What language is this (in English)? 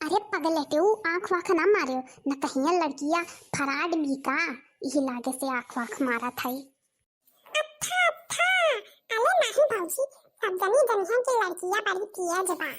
Awadhi